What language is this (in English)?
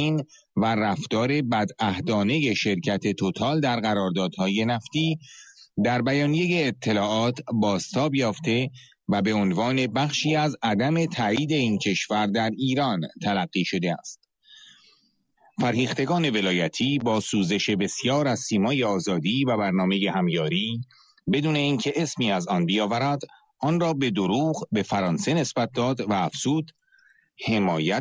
Persian